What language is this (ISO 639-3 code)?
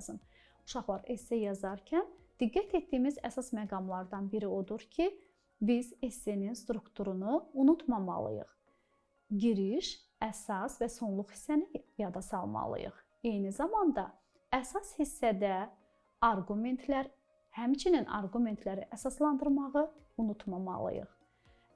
aze